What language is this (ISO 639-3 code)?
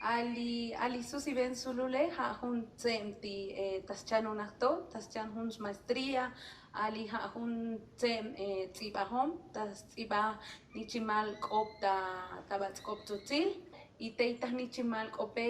tzo